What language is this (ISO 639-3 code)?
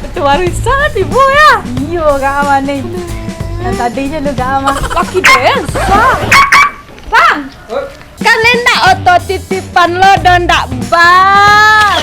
min